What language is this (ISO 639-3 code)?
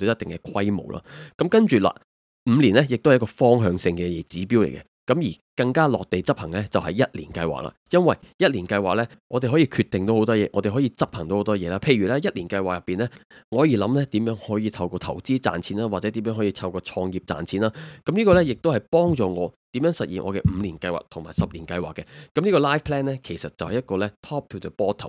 yue